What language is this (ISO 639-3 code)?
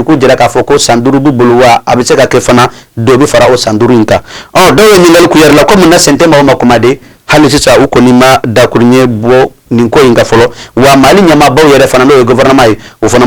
bam